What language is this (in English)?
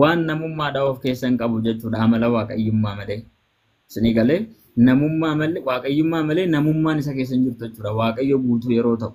Oromo